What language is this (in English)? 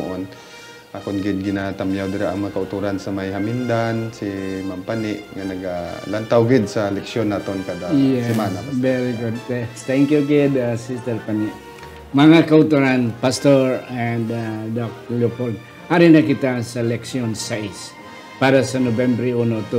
Hiligaynon